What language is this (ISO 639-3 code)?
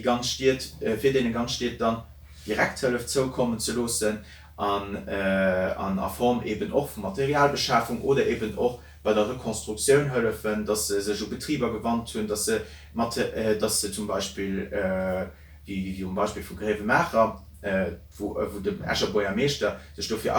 ltz